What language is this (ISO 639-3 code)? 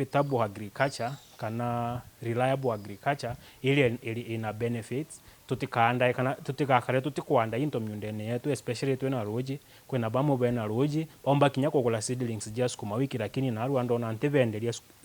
mer